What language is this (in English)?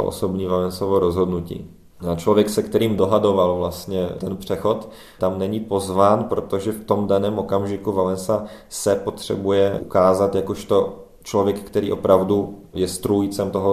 Czech